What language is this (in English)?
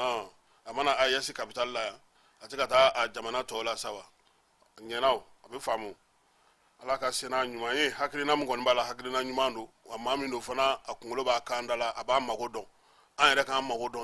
Bambara